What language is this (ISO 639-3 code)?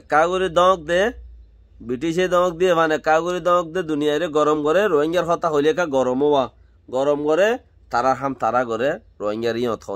rhg